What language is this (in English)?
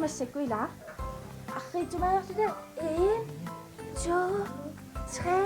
Kalaallisut